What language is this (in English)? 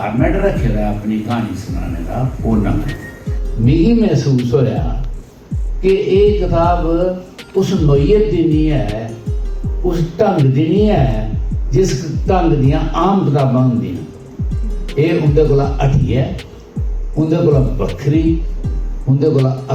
Dogri